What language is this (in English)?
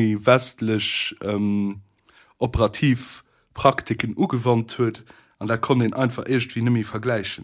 Luxembourgish